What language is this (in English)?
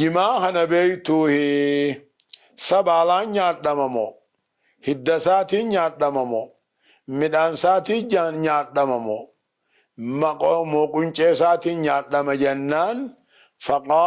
Oromo